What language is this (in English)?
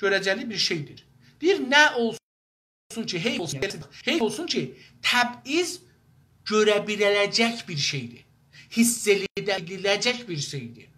South Azerbaijani